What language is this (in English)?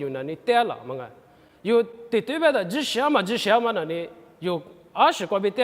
Lisu